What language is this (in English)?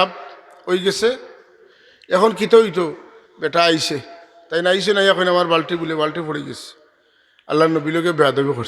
Sylheti